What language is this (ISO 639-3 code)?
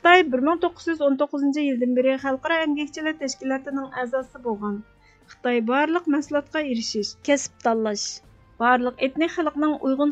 uig